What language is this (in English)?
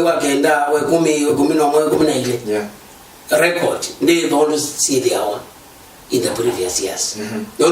Kamba